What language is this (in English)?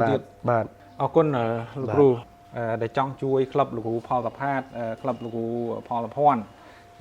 Khmer